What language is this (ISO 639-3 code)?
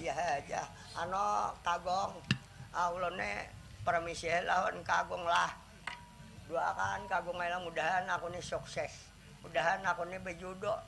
bjn